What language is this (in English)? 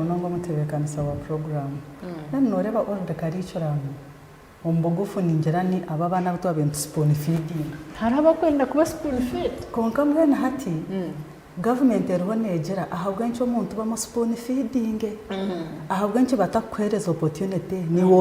Nyankole